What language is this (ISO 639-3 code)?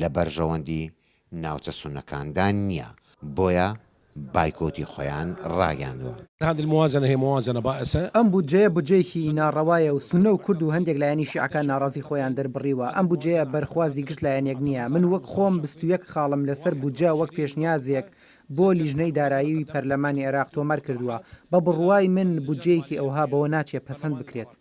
ckb